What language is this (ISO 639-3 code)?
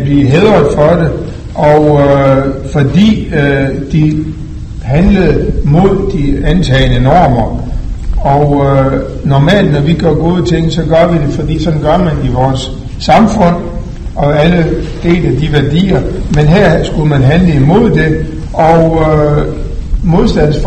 dan